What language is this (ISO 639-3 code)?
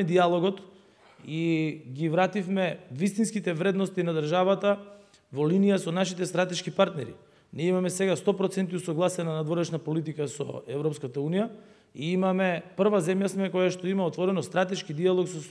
mkd